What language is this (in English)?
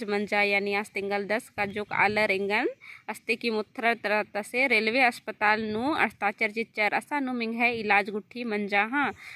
Kurukh